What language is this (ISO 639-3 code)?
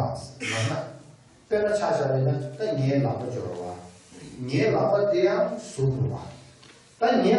bod